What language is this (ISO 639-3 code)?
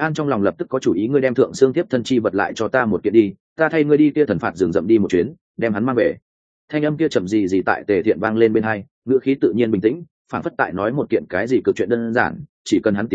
vie